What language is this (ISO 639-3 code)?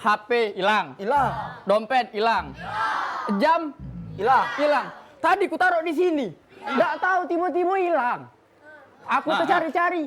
mui